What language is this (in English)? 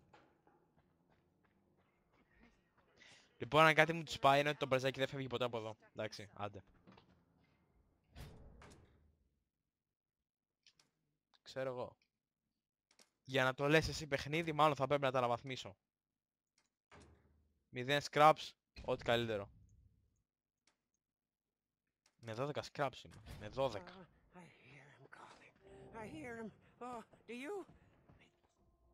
Greek